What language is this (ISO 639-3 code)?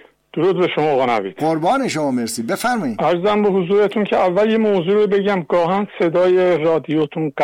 fas